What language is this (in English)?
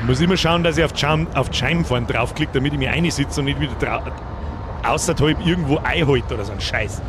Bavarian